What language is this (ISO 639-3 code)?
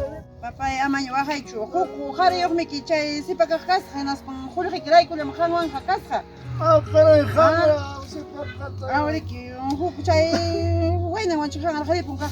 quy